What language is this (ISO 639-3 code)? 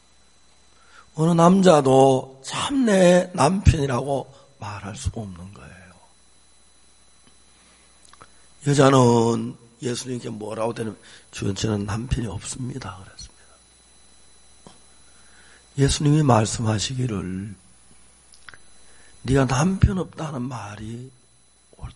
kor